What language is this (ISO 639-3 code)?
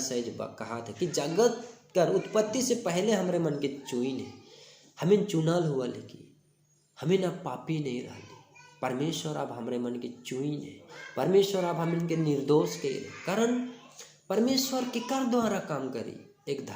sck